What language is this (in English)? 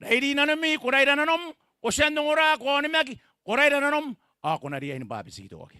Gilbertese